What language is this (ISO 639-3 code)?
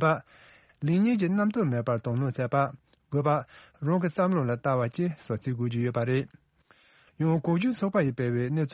bod